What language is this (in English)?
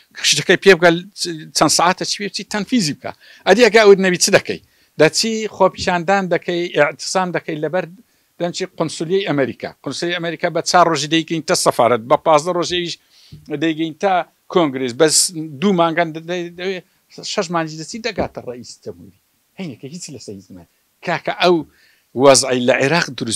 Central Kurdish